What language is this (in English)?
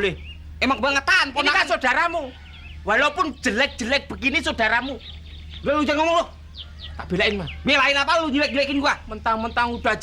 Betawi